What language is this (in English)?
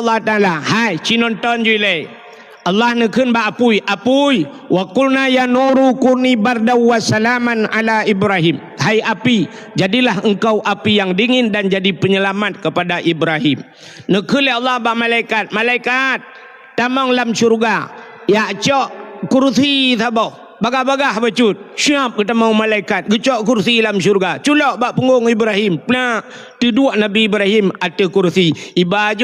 Achinese